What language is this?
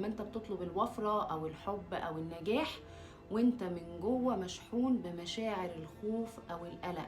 Egyptian Arabic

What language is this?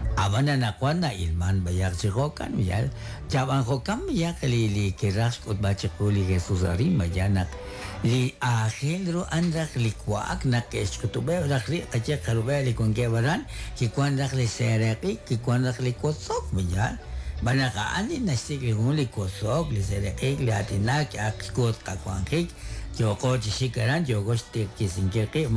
Kekchí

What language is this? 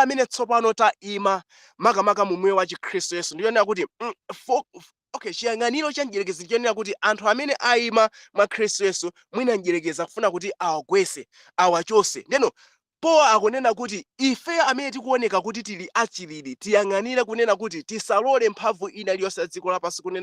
Nyanja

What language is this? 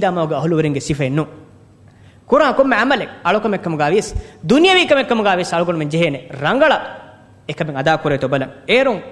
Divehi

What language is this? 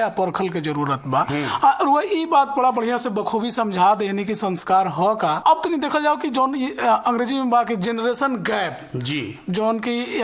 Bhojpuri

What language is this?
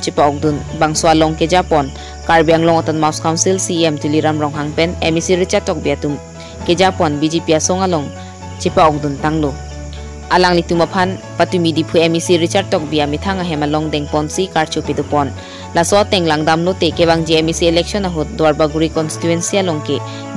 Karbi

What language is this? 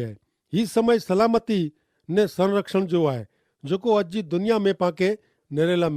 Kachhi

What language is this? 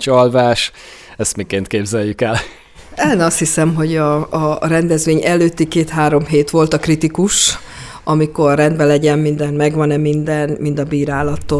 Hungarian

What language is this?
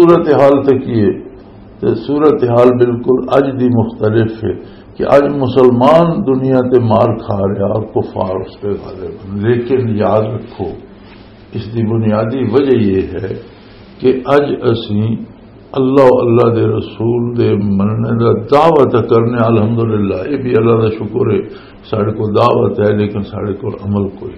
Western Panjabi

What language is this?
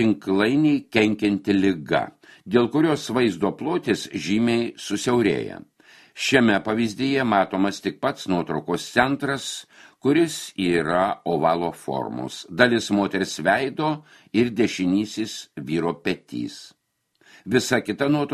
Lithuanian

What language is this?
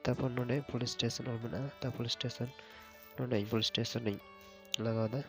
Santali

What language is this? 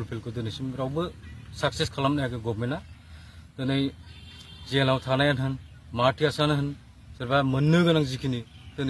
Bodo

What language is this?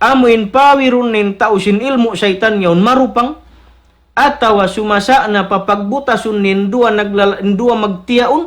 Tausug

